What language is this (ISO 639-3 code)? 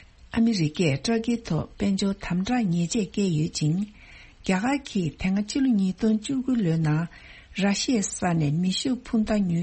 bod